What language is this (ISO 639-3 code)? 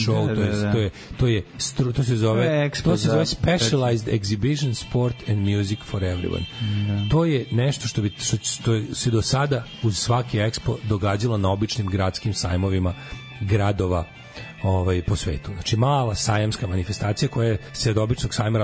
srp